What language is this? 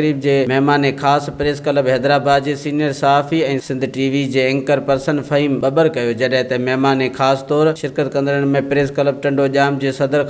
Sindhi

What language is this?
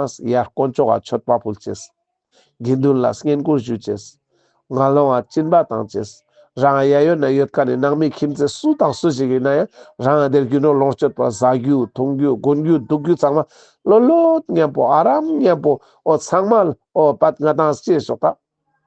Ladakhi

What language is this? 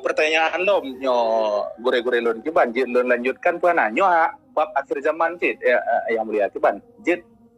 Achinese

